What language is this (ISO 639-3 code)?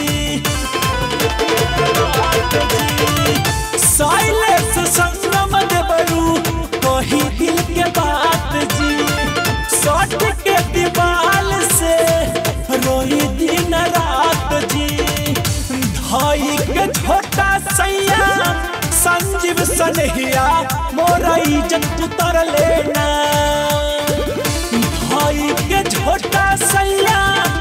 bho